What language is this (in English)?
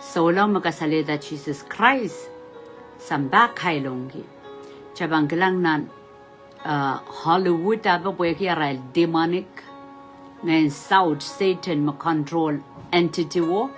Pohnpeian